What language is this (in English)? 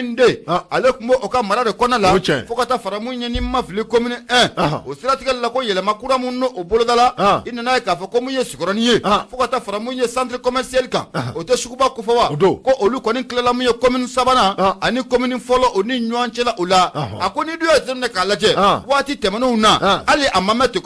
Bambara